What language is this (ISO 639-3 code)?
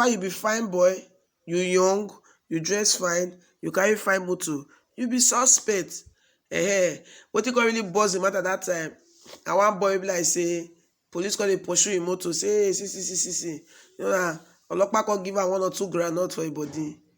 pcm